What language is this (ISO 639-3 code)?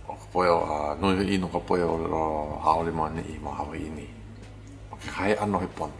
haw